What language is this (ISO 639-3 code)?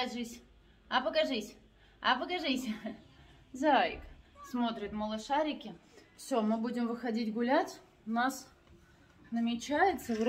rus